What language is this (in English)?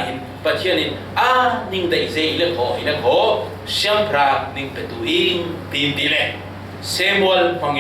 Falam Chin